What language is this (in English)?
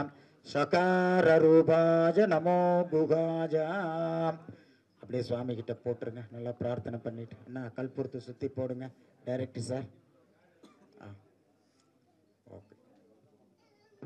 Tamil